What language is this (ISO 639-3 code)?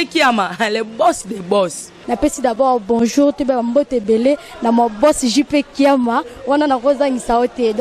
lin